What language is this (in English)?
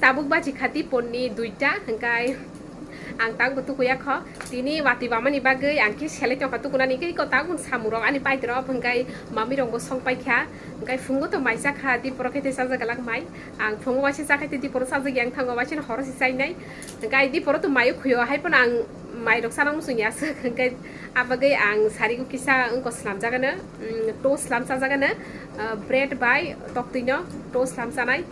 Kok Borok